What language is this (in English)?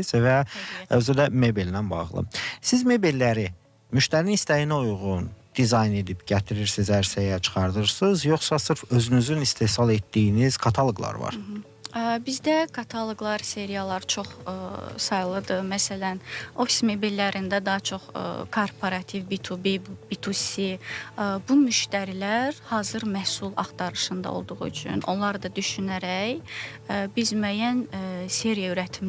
Azerbaijani